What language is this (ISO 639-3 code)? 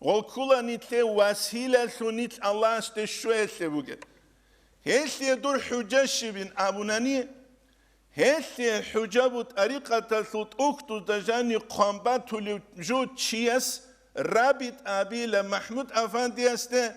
ava